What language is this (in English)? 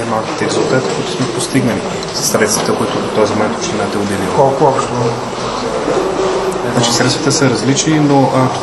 Bulgarian